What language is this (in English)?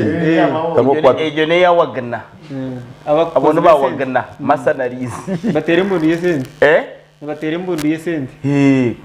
Nyankole